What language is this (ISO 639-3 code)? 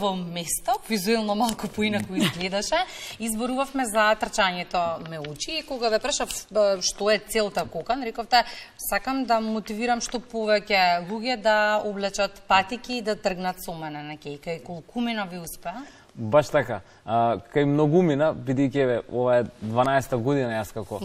mkd